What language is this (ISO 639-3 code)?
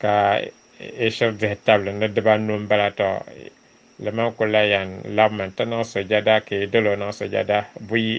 dag